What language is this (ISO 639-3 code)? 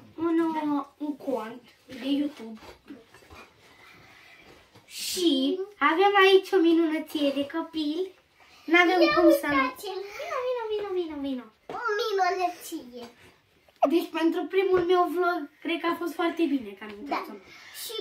ron